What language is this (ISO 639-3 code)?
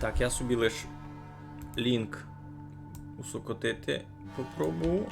rue